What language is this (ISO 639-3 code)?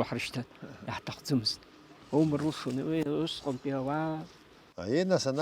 abk